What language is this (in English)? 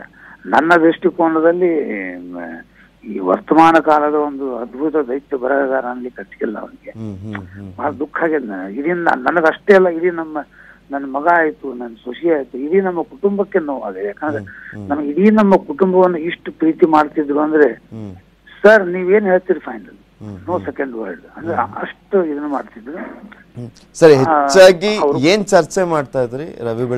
Kannada